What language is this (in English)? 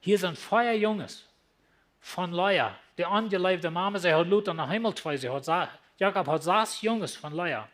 Plautdietsch